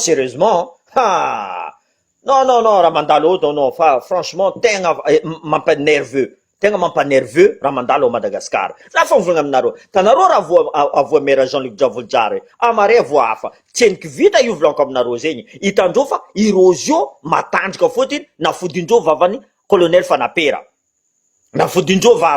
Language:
Malagasy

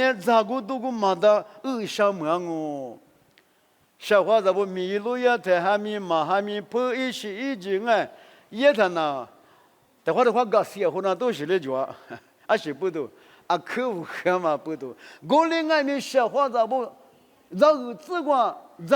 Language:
Lisu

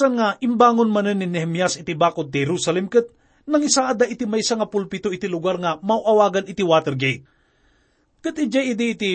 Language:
Iloko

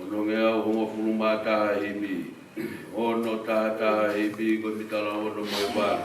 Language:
Tongan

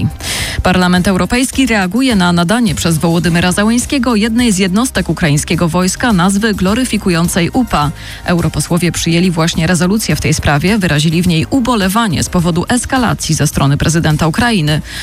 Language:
Polish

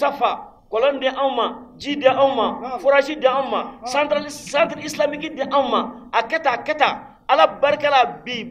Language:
Bambara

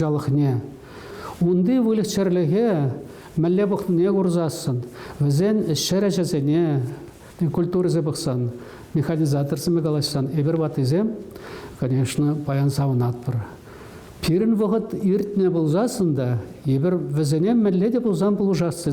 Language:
Chuvash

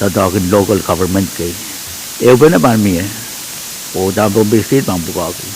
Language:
Pohnpeian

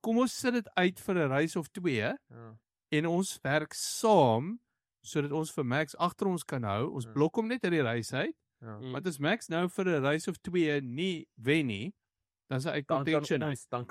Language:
Afrikaans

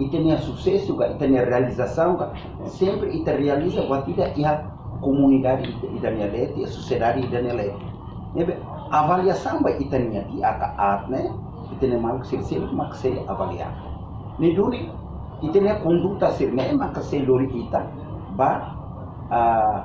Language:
Tetum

